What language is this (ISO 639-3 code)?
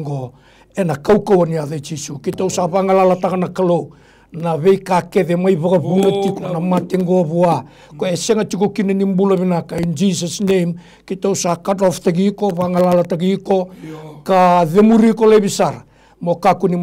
fij